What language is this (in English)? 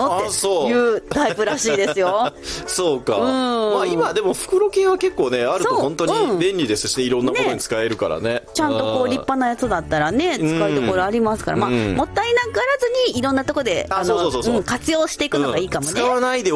Japanese